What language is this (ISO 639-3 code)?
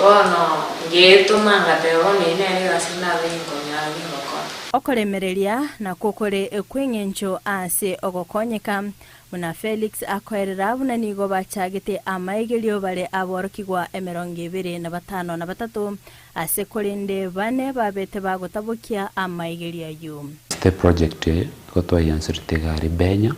guz